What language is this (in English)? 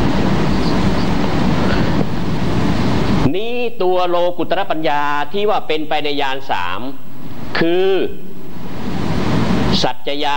Thai